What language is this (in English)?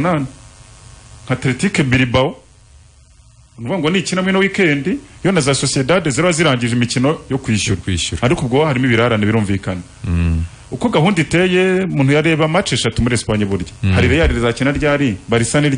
Kinyarwanda